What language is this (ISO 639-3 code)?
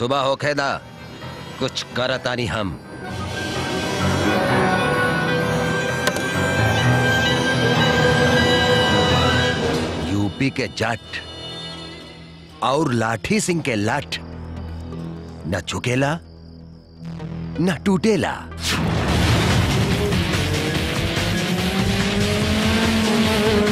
bho